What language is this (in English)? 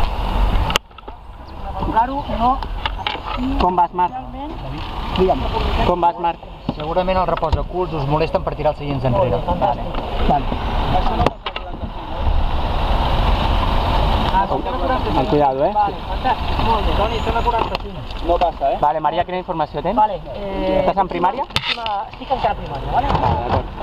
Catalan